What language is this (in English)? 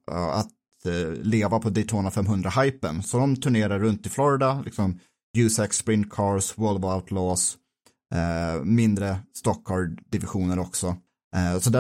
Swedish